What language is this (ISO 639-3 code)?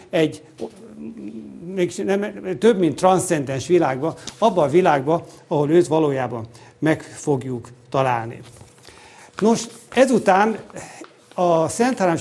hun